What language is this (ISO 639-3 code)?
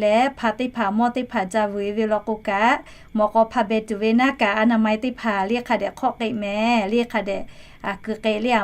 lhu